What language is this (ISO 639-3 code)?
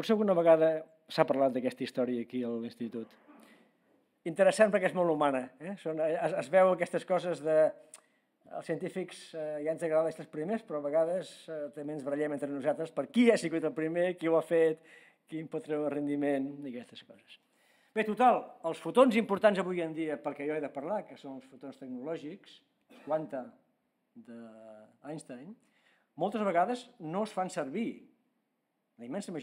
cat